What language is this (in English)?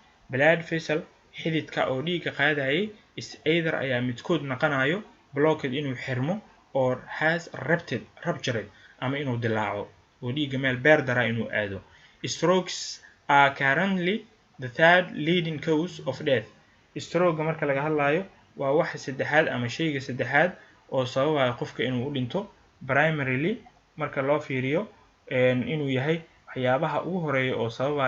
Somali